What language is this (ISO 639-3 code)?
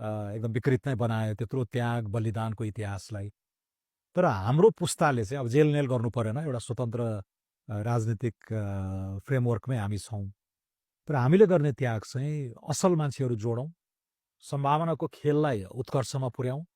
nep